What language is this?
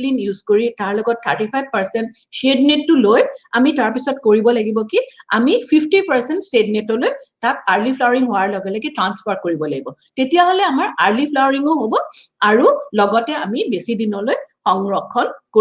Assamese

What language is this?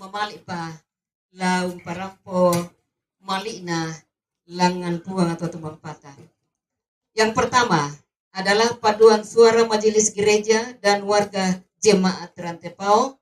Toraja-Sa'dan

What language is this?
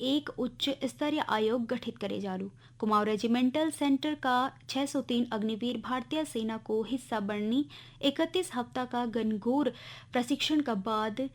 Garhwali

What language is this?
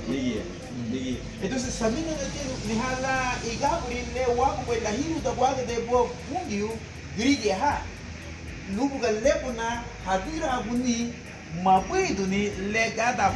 Garifuna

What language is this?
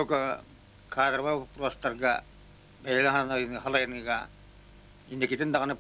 Yakut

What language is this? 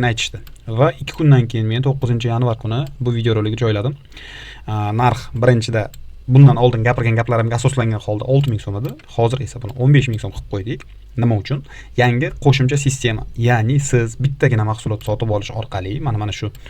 Uzbek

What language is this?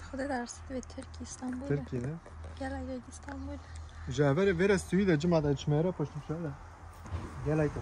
Kurdish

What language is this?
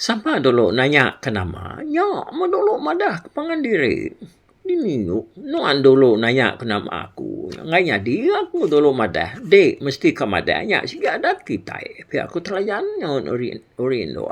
Iban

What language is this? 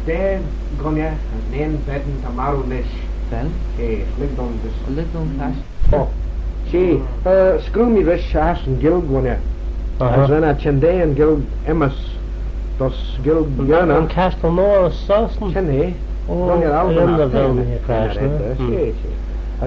Manx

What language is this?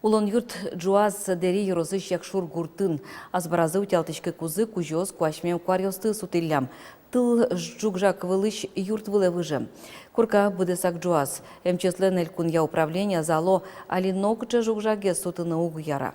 Udmurt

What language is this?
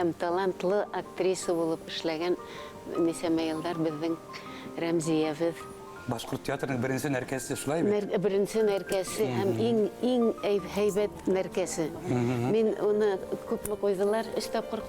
Bashkir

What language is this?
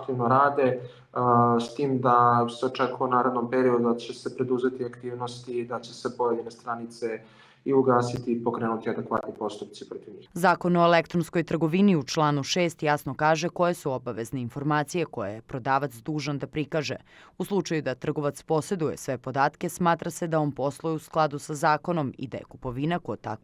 Serbian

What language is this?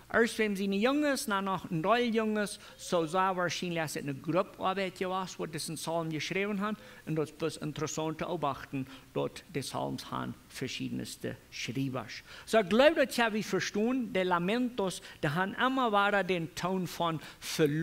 Plautdietsch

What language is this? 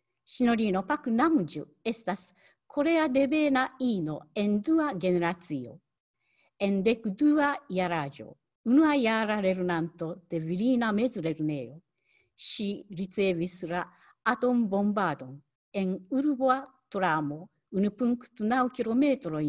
Esperanto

